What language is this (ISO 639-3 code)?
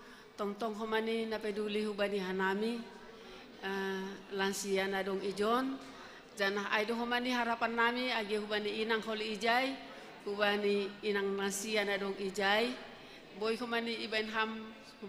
bts